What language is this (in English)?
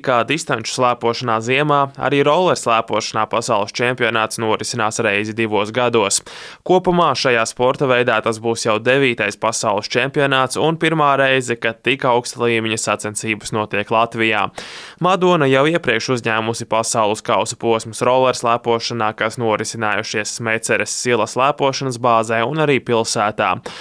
Latvian